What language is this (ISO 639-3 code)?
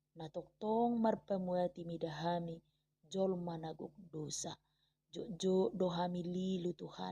bbc